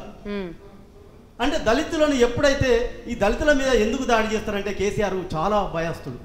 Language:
Telugu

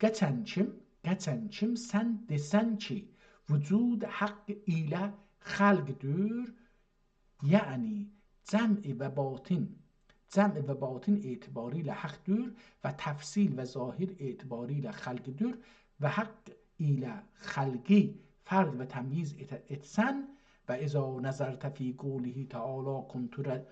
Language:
South Azerbaijani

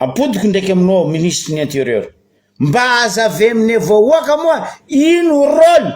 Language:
Malagasy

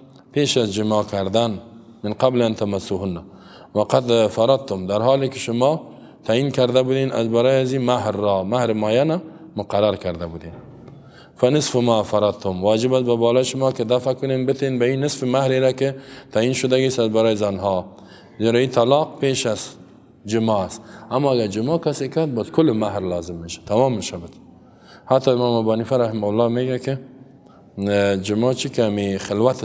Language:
Persian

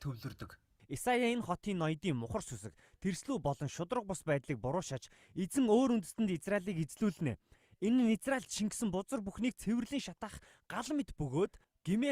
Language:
Mongolian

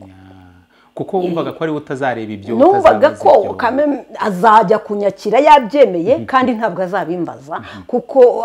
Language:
Kinyarwanda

